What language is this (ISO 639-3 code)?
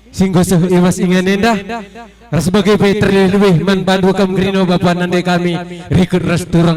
btx